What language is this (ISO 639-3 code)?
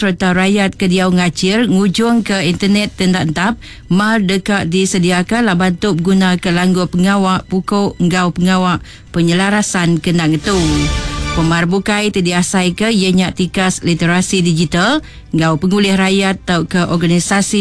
iba